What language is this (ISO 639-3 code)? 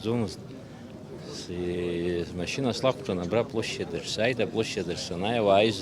abk